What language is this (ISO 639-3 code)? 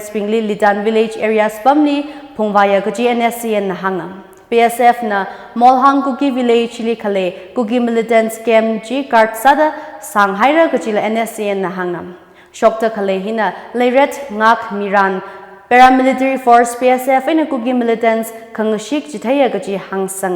nmf